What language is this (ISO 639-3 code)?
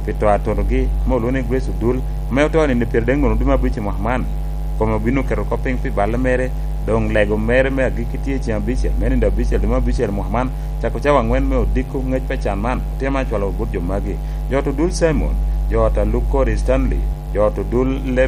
laj